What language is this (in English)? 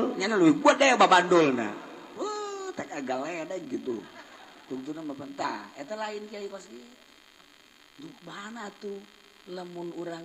Sundanese